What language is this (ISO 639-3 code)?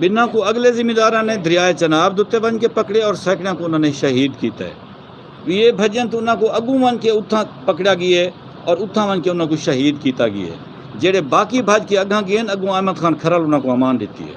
skr